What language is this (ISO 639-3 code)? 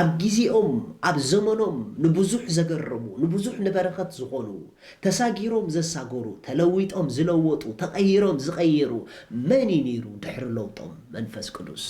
tir